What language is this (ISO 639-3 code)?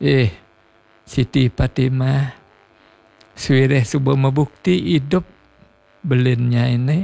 ban